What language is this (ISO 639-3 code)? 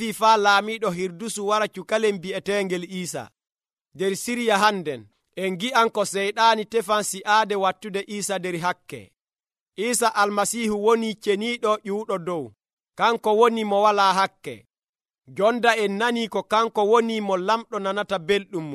fuv